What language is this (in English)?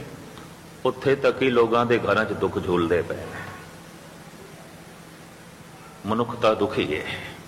Punjabi